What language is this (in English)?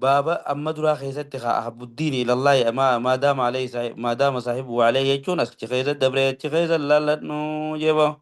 Oromo